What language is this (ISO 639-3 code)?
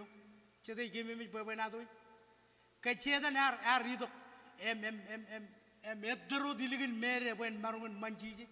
mah